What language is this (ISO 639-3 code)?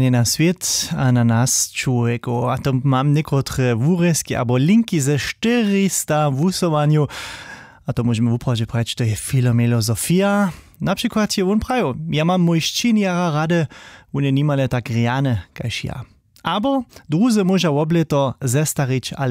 hsb